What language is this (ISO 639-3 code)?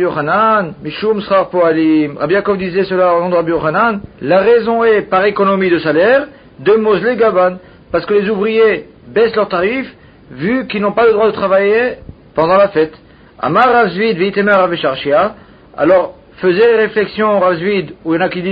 fra